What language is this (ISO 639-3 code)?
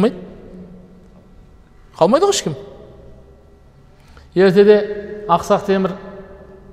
kaz